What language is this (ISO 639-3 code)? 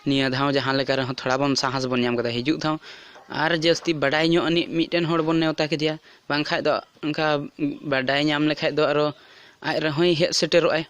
sat